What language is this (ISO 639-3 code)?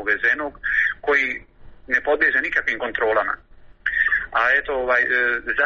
hrv